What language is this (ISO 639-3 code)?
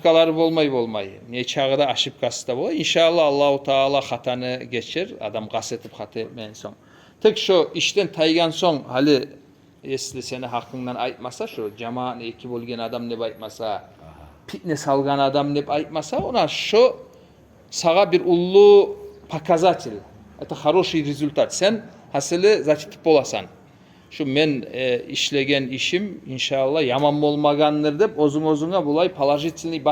kum